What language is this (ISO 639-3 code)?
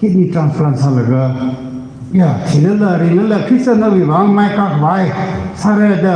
nmf